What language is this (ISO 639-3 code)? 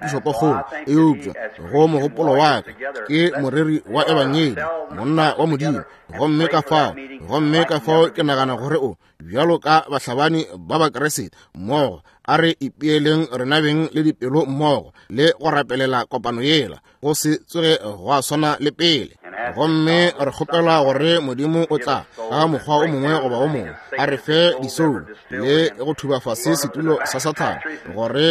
nso